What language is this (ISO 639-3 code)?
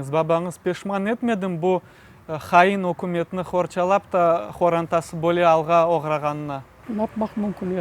crh